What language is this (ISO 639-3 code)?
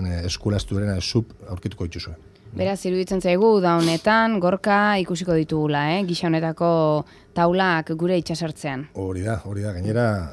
eus